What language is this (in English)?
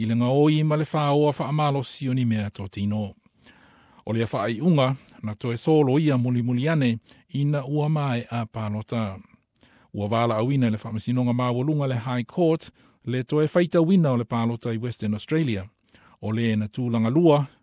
Samoan